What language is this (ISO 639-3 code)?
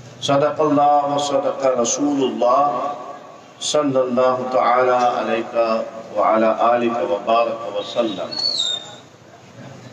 urd